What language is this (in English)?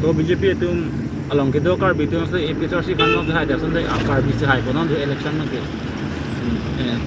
Karbi